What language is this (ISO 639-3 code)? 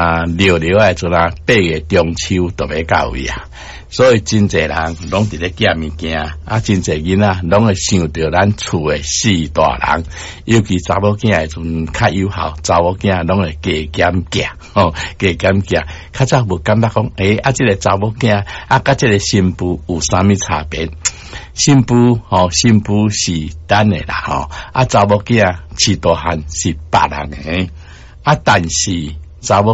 nan